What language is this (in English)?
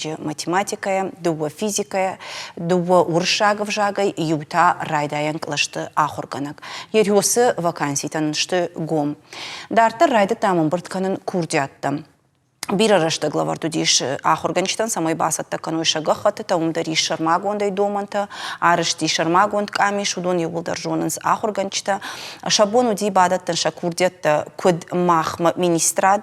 Ossetic